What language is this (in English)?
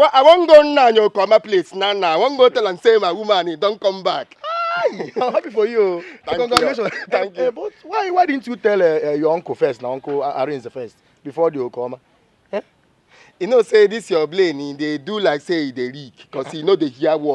Nigerian Pidgin